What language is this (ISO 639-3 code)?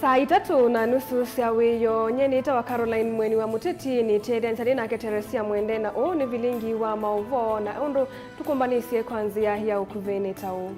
kam